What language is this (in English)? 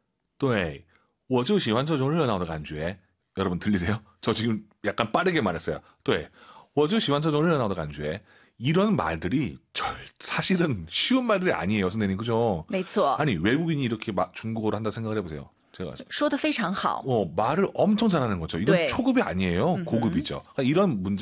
Korean